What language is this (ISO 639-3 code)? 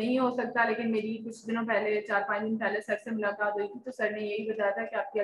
hin